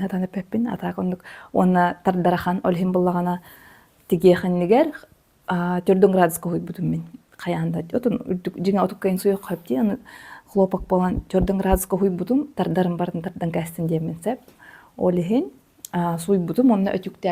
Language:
Yakut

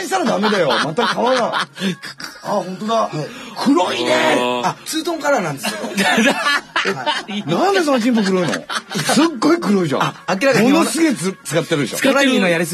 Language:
Japanese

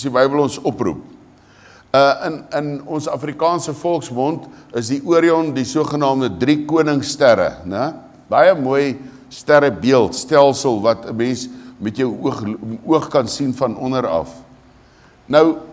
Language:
Afrikaans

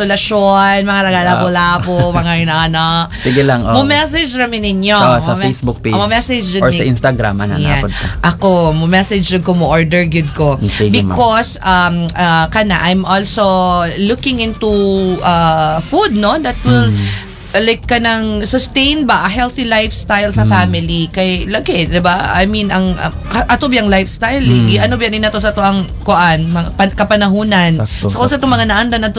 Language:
Cebuano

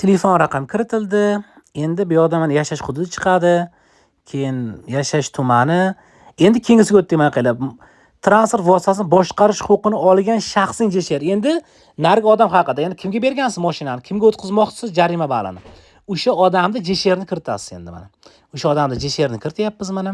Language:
Uzbek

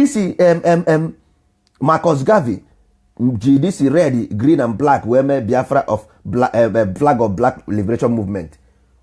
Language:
Igbo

